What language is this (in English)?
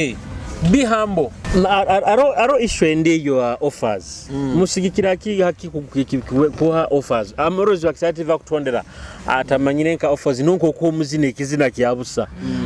Nyoro